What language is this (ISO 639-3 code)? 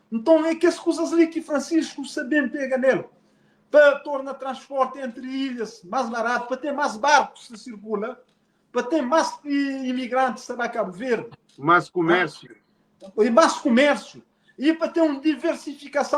kea